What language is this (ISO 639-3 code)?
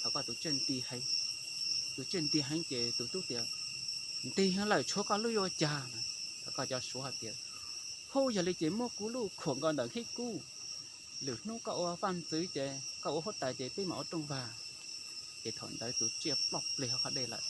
hmn